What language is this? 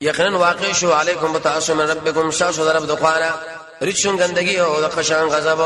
Pashto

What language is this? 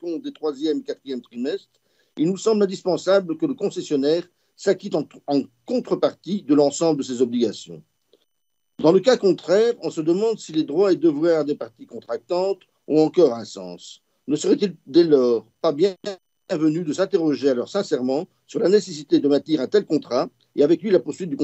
French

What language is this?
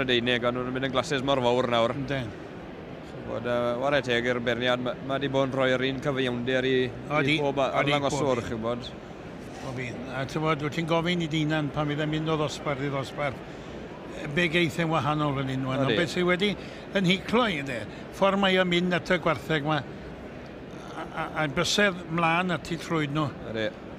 Welsh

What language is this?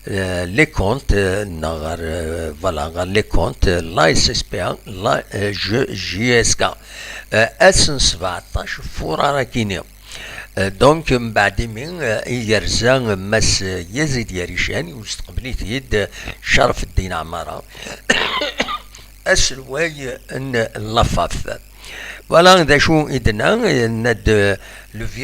Kabyle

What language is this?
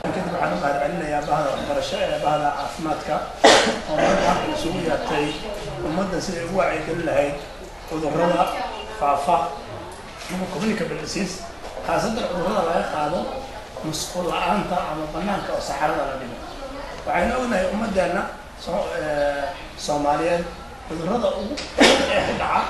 Somali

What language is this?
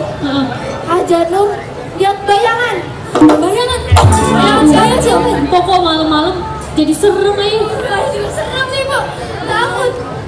Betawi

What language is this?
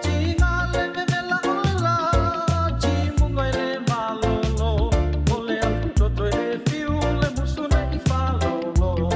Samoan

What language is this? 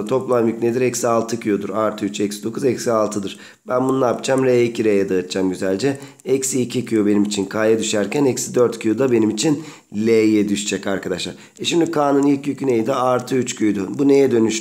Turkish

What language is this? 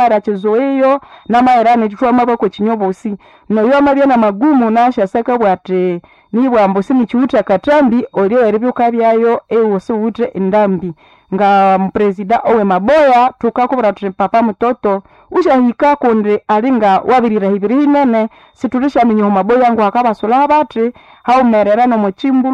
Nande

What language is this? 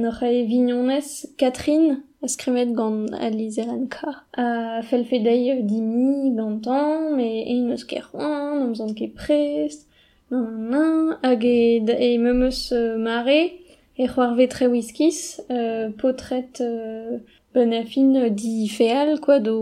Breton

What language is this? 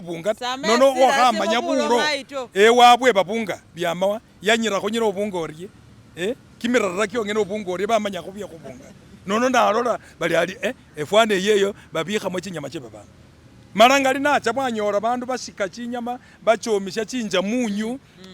Masaaba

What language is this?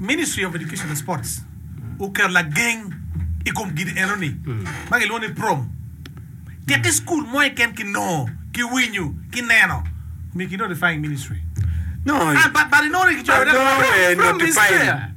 Acoli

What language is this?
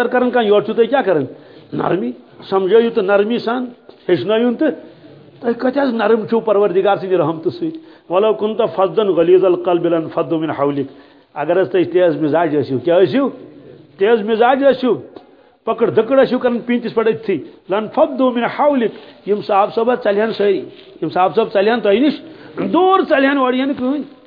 Kashmiri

